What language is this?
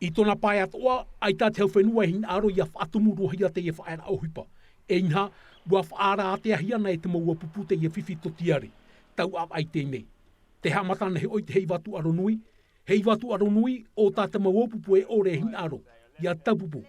Tahitian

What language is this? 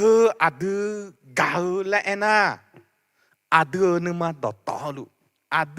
Akha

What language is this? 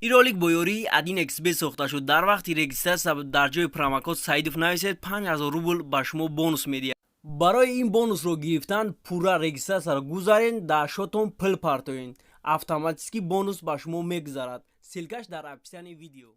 Tajik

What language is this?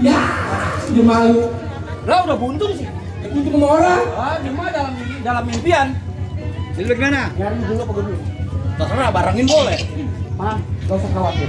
Betawi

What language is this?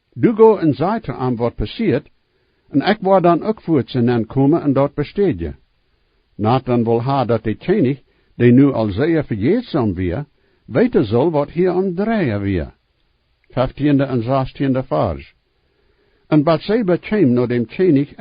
Plautdietsch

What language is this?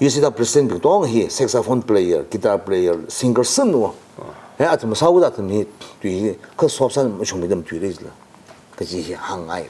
Tangkhul Naga (India)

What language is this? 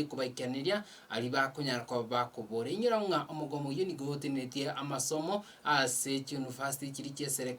Gusii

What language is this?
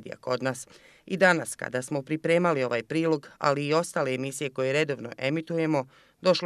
Bosnian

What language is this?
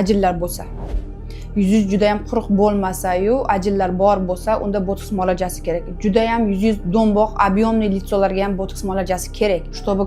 Uzbek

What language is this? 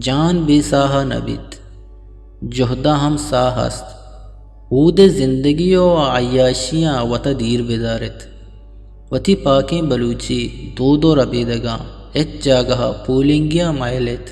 Eastern Balochi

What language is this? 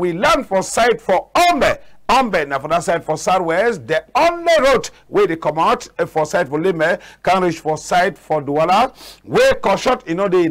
Cameroon Pidgin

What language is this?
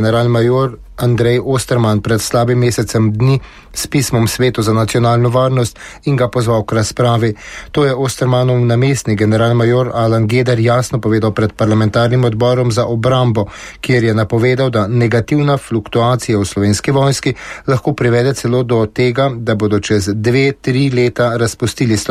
Slovenian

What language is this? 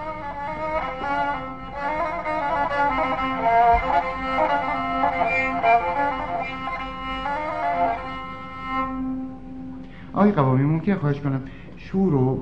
Persian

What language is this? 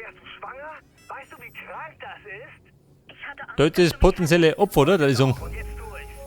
Bavarian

